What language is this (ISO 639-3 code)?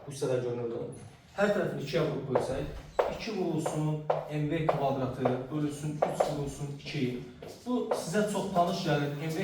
aze